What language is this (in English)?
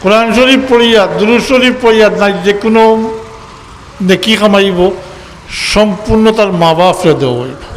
Sylheti